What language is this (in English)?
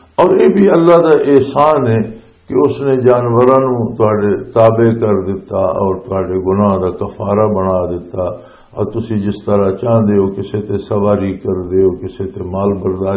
Western Panjabi